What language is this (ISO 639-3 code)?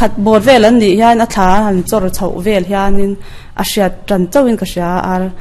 lus